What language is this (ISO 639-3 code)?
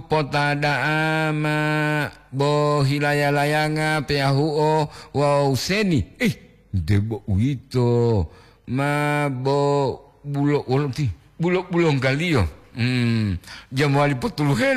gor